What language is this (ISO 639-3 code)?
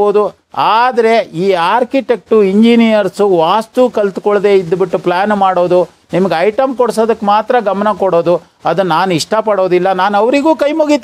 kan